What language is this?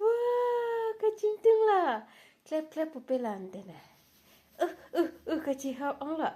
Karbi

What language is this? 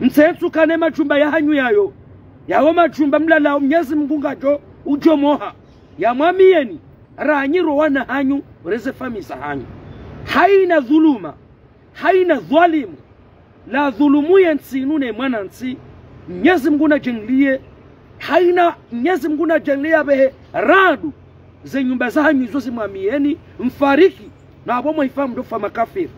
Ngazidja Comorian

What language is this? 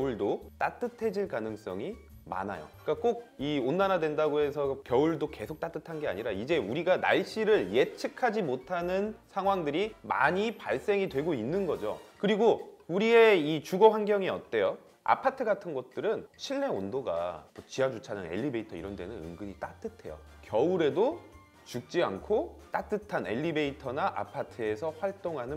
Korean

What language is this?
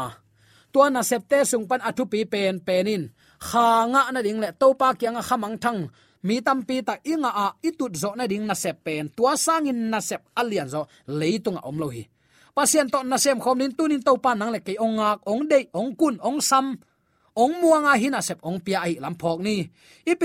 Tedim Chin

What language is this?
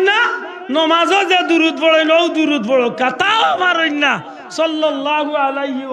Sylheti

